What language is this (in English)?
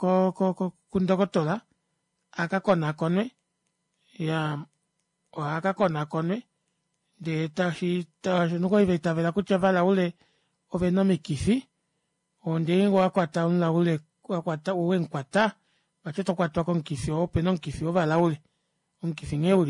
Kuanyama